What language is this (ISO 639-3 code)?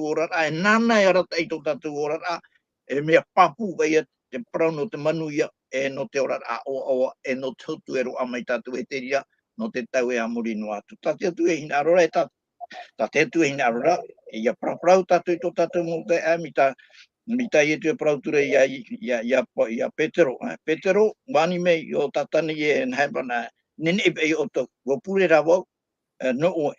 tah